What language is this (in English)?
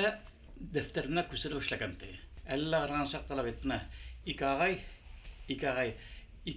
Bashkir